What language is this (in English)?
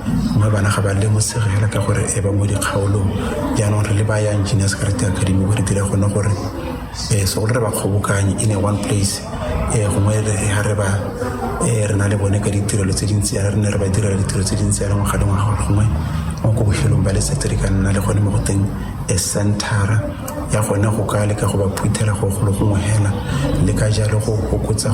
Tswana